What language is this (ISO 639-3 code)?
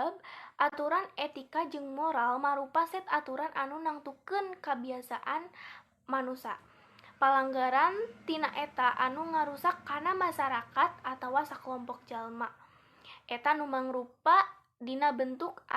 sun